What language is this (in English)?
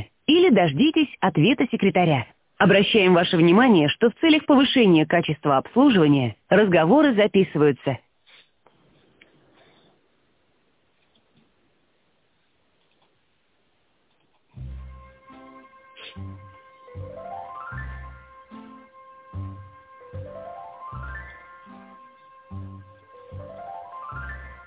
Russian